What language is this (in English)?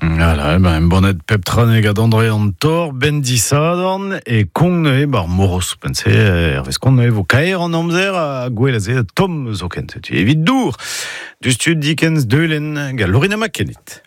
Breton